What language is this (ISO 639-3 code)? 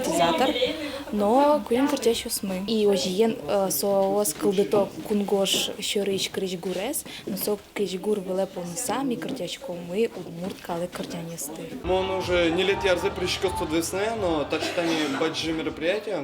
udm